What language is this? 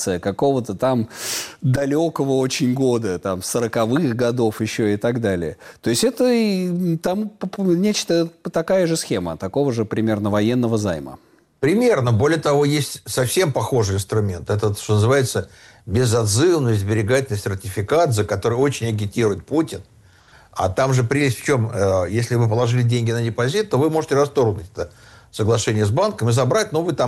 Russian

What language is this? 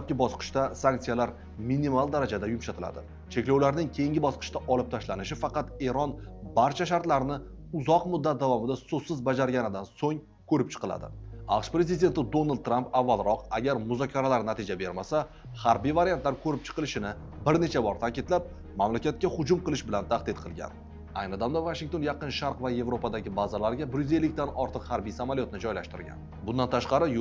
Uzbek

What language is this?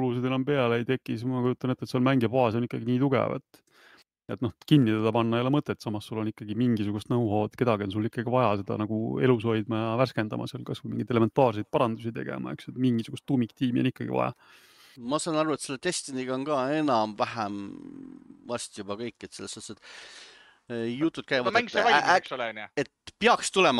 Estonian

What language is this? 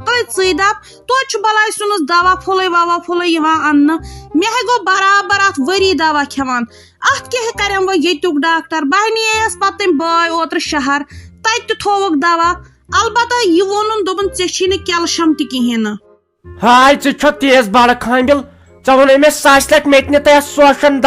Kashmiri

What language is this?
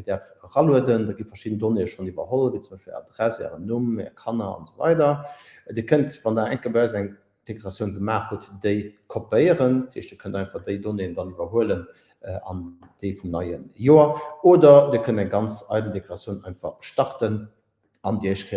Luxembourgish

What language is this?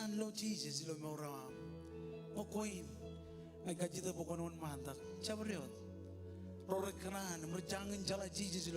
Marshallese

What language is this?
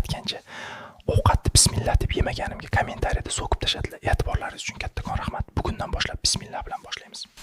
Uzbek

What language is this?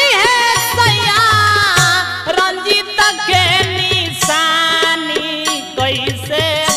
Bhojpuri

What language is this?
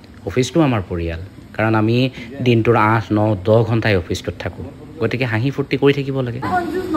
Assamese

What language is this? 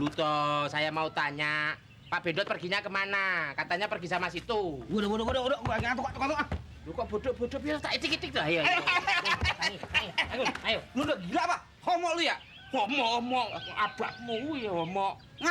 Betawi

